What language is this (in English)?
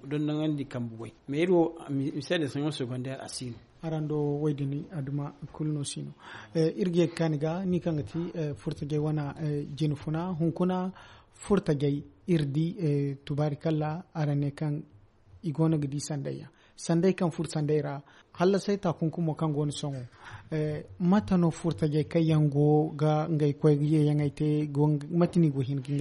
Zarma